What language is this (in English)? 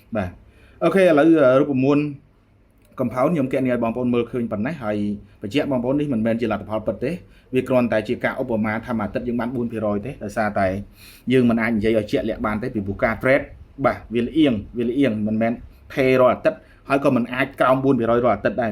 Khmer